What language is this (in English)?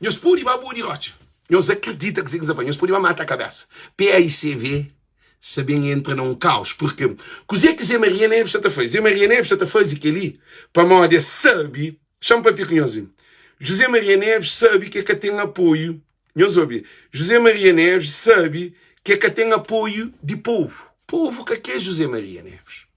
Kabuverdianu